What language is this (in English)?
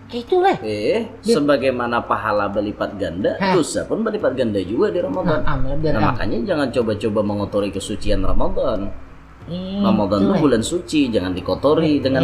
Banjar